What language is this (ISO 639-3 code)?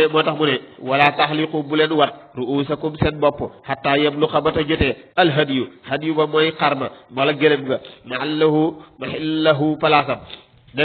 wol